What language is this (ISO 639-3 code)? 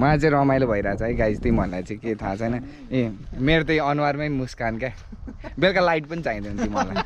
nep